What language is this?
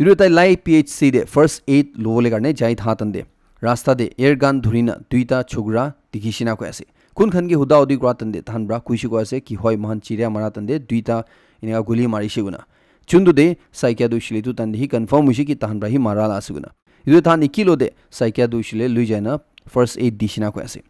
Naga Pidgin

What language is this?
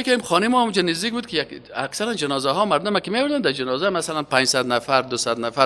Persian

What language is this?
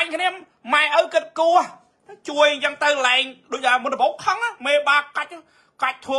Khmer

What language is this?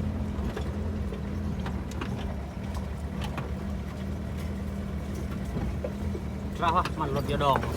Lao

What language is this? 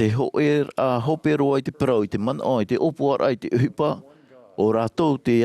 Tahitian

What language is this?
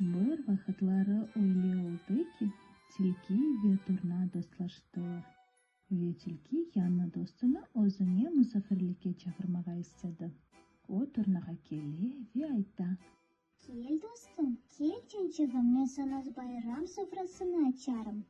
Crimean Tatar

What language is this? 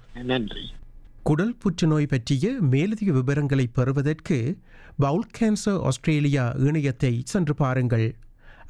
Tamil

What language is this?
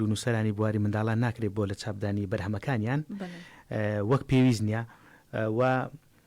Central Kurdish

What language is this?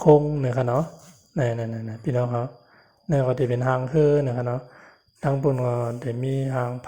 Shan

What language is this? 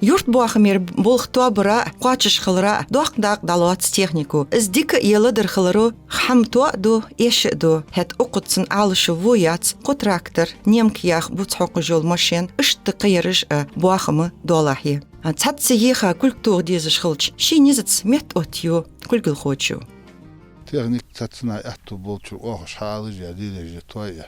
Ingush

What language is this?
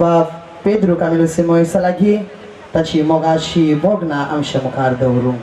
Konkani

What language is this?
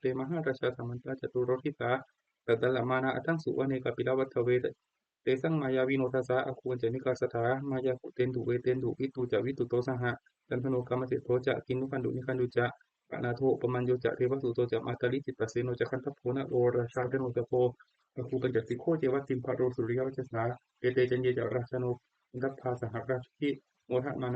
Pali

